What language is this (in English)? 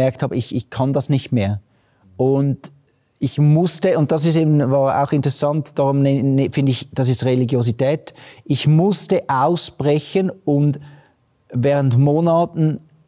Swiss German